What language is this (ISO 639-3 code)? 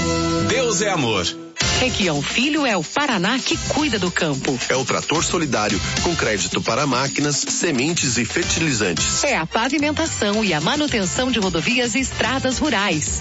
por